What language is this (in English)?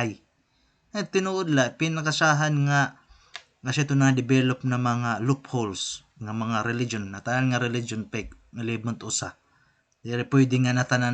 Waray